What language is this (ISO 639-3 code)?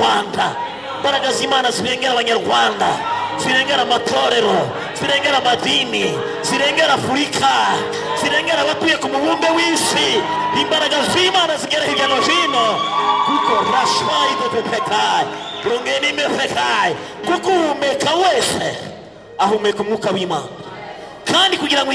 kin